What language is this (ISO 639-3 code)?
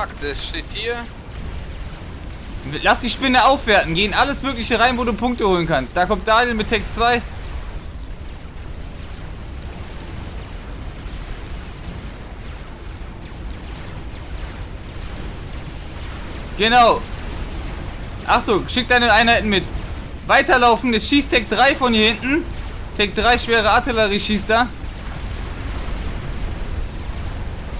deu